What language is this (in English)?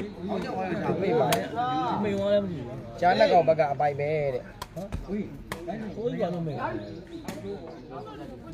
Burmese